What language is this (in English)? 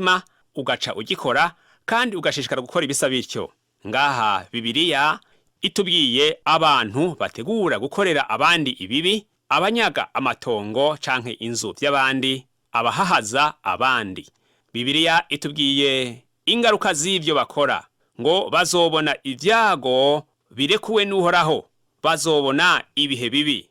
Rundi